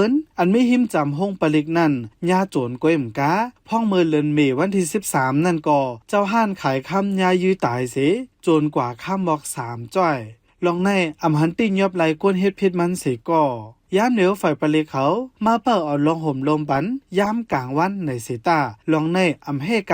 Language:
Shan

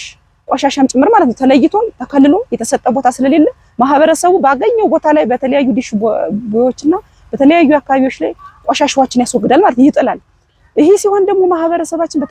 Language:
Amharic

